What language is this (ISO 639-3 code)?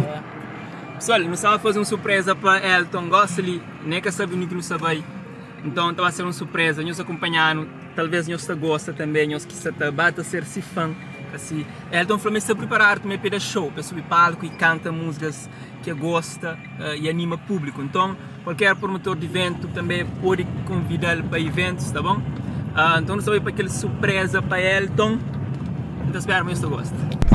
kea